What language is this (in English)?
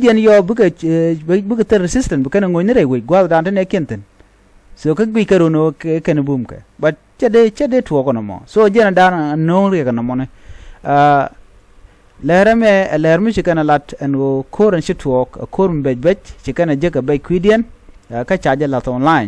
Nuer